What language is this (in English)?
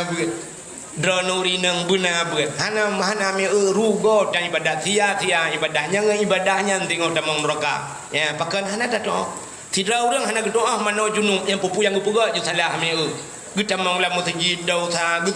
Achinese